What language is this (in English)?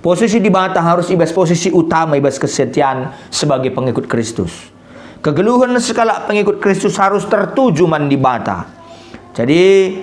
Batak Karo